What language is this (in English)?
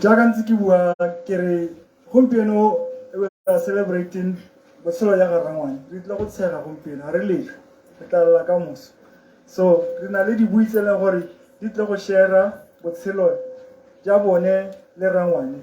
Tswana